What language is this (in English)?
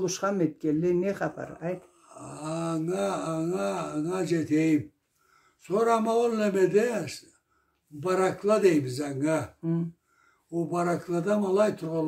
Karachay-Balkar